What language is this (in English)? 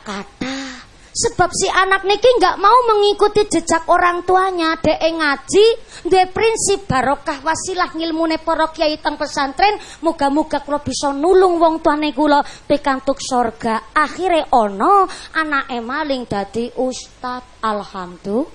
Javanese